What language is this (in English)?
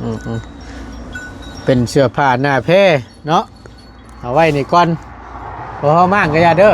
Northeastern Thai